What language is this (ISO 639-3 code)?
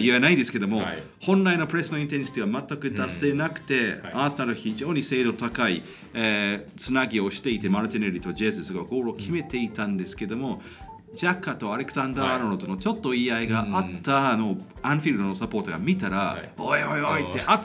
jpn